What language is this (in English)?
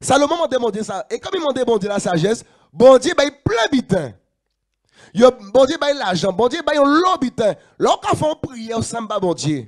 Guadeloupean Creole French